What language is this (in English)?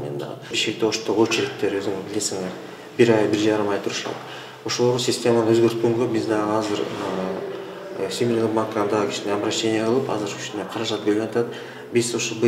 Kyrgyz